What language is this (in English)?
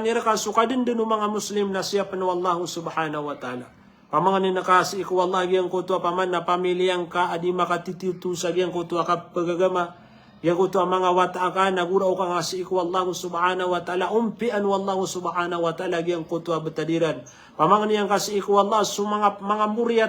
Maranao